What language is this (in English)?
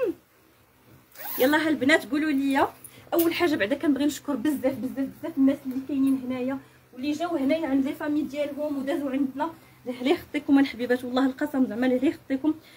Moroccan Arabic